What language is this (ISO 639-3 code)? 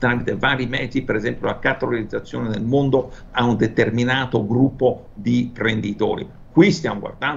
ita